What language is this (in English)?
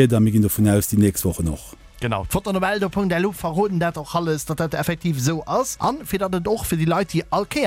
Luxembourgish